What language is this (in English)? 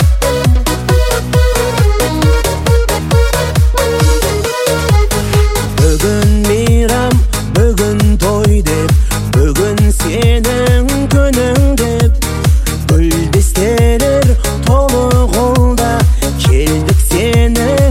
Kazakh